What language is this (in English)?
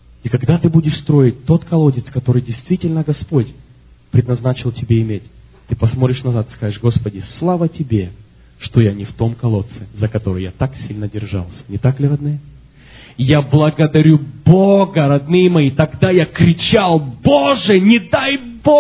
Russian